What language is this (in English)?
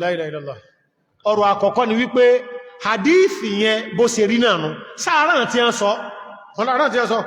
Yoruba